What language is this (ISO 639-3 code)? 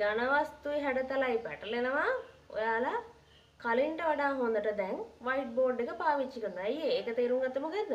sin